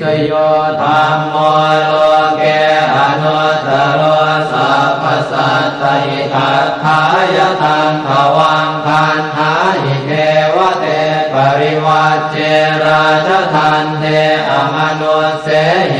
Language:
Pali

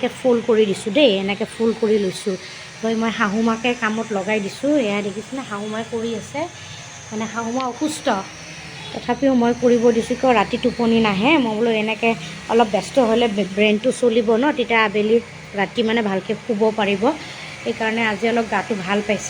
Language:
Assamese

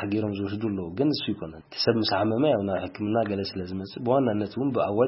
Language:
Tigrinya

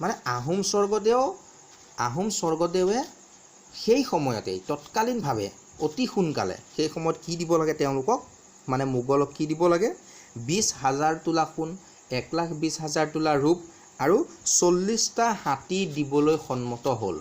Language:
Assamese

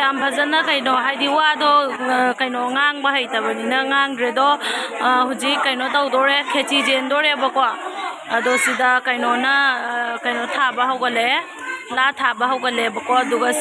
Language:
Manipuri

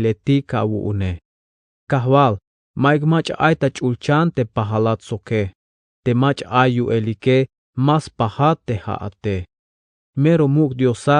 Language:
Tzeltal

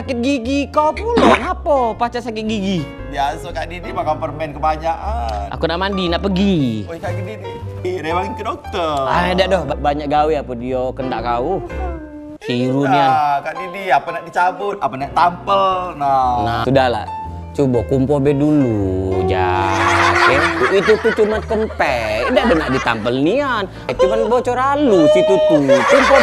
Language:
Musi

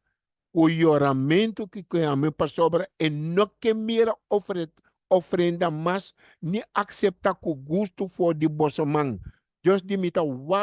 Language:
Papiamento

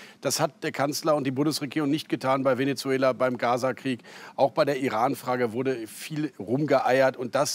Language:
German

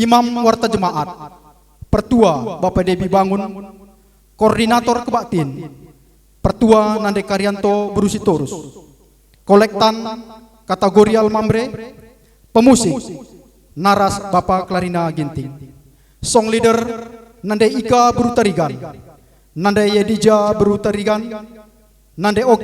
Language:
Batak Karo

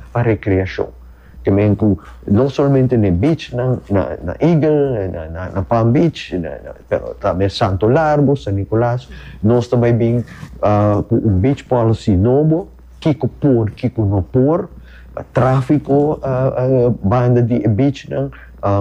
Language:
Papiamento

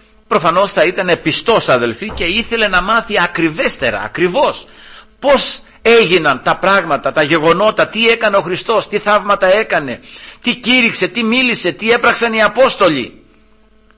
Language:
Greek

